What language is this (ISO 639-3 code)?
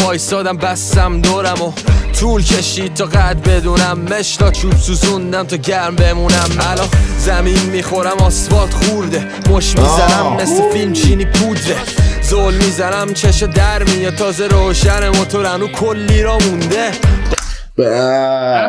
fas